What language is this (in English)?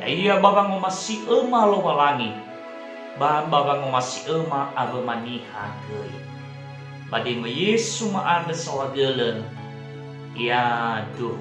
Nias